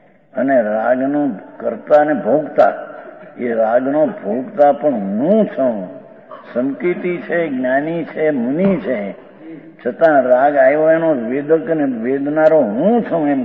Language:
Gujarati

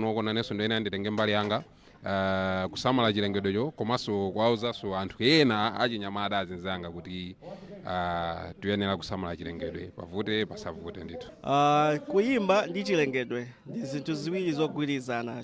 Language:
Nyanja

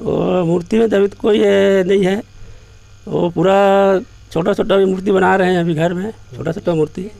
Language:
Chhattisgarhi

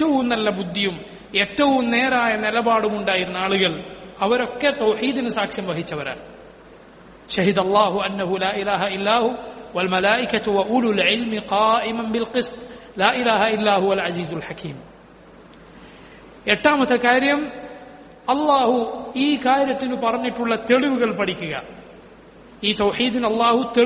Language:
Malayalam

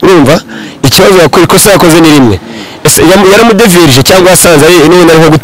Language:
Kinyarwanda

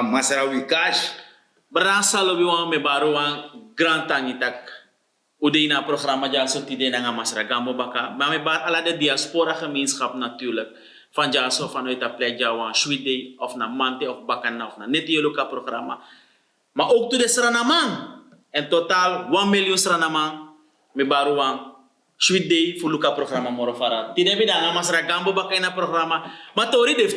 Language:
Sranan Tongo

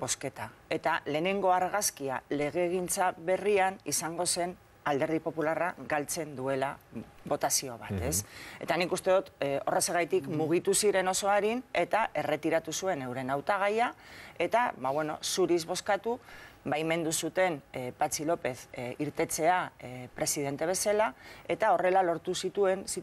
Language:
Basque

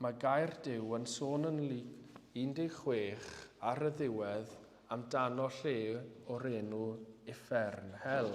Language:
Welsh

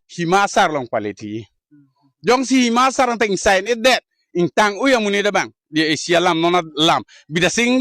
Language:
Karbi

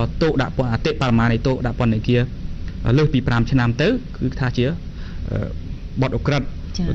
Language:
Khmer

